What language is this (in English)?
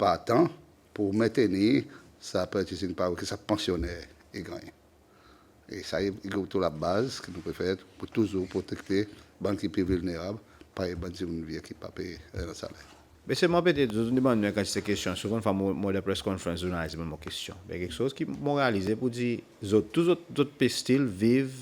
Seselwa Creole French